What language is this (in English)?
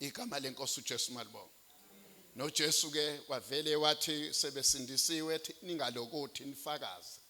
Zulu